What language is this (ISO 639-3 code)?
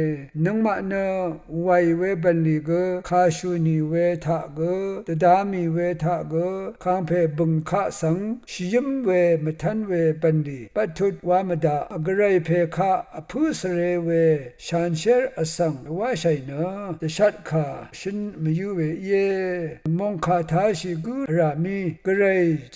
raw